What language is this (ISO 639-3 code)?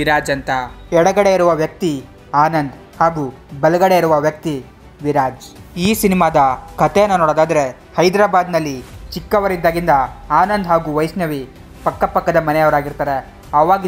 kan